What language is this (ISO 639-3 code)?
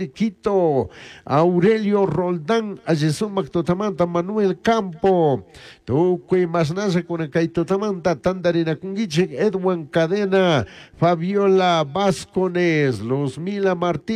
qug